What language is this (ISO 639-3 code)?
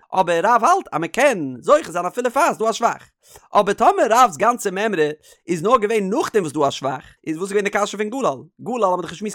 yid